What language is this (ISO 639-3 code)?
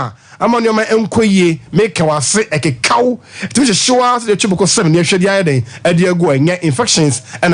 aka